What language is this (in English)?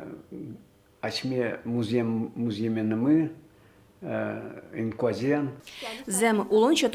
Udmurt